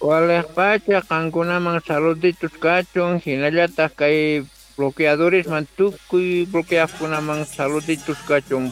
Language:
South Bolivian Quechua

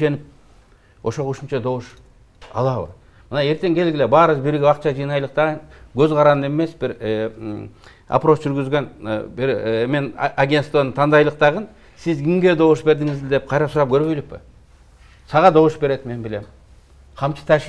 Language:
Kyrgyz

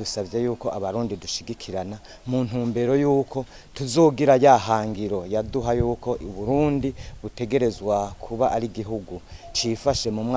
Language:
Rundi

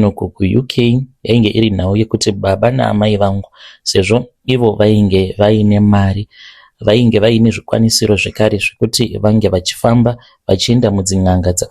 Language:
Shona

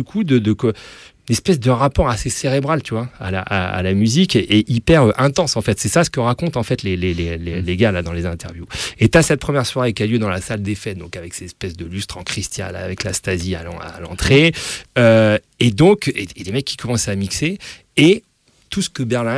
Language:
French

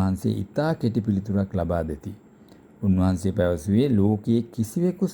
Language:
Sinhala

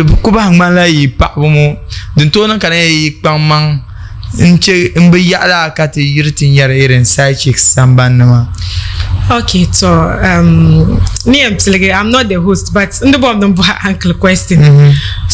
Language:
Dagbani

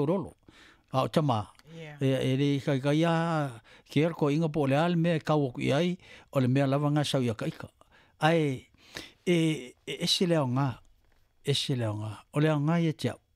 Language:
Samoan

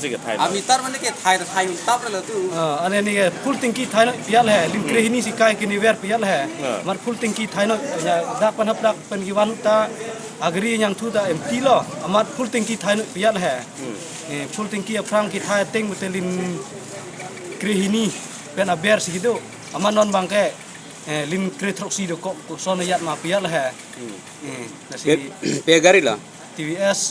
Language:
Karbi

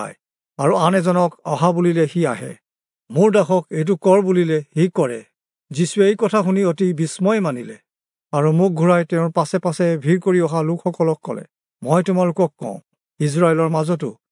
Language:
Assamese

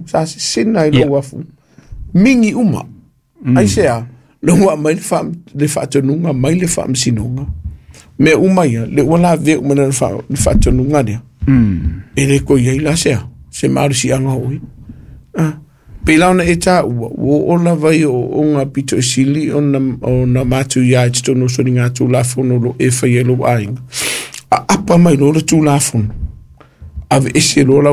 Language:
Samoan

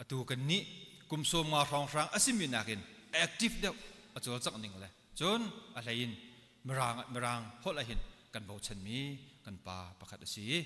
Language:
Hakha Chin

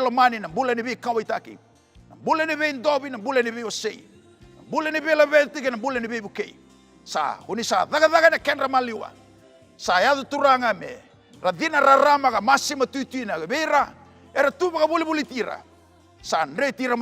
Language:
Fijian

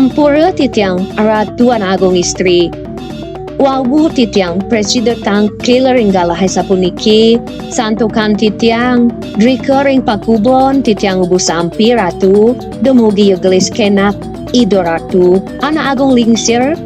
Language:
Balinese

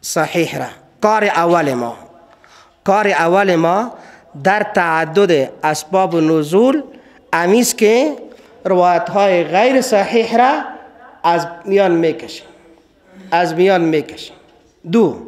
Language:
Persian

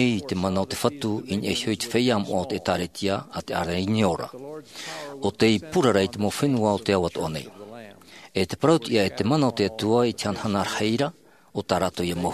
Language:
Tahitian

